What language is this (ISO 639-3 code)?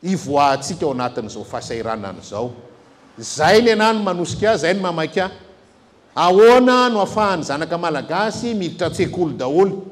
mlg